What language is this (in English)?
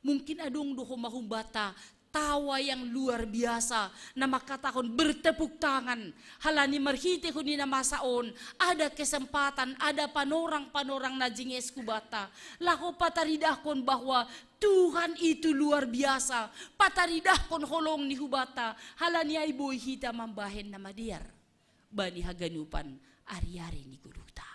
Batak Simalungun